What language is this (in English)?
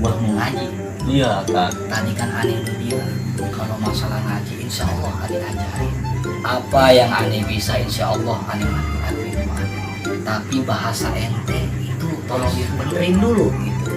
Betawi